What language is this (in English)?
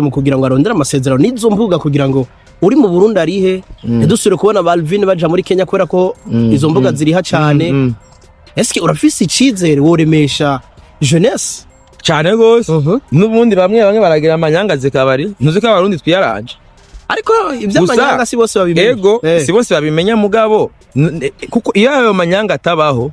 Rundi